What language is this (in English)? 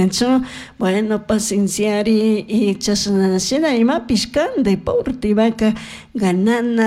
Chimborazo Highland Quichua